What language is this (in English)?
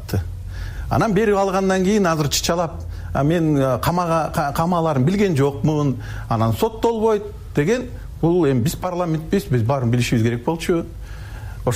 Kyrgyz